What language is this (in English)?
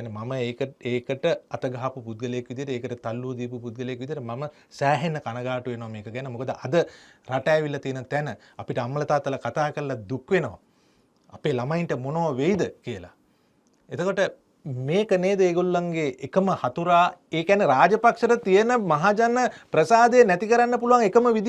Sinhala